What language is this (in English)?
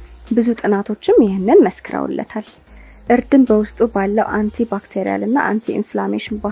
Amharic